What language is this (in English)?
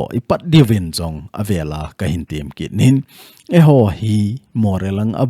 Thado Chin